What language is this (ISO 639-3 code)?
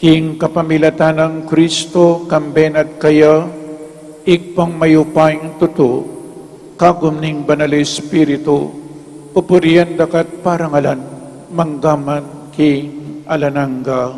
pam